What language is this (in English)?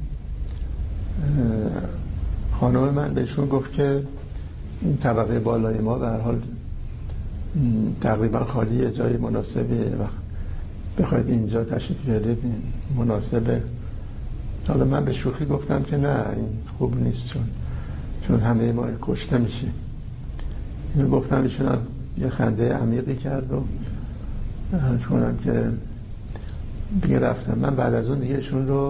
Persian